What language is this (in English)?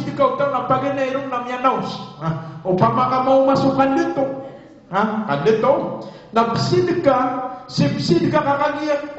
Maranao